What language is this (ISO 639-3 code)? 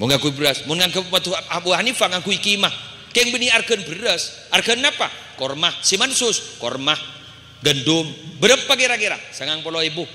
mad